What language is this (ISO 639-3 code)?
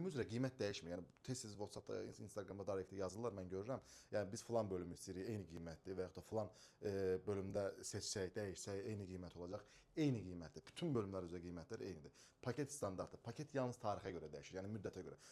aze